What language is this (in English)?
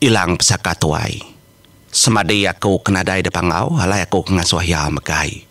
Iban